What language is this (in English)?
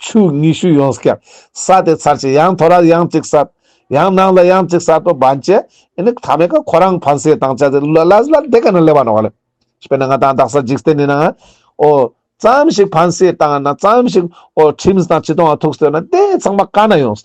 Ladakhi